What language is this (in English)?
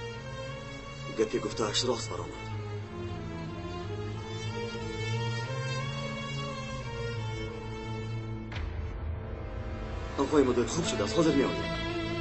Persian